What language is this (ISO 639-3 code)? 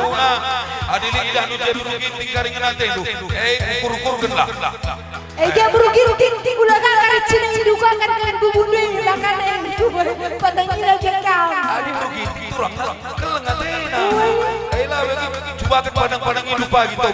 btx